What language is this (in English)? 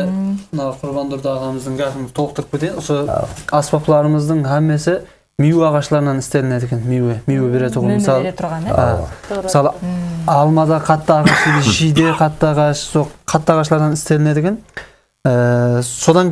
Kyrgyz